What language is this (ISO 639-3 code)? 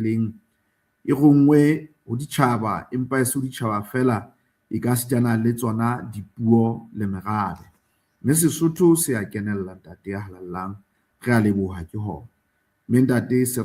sot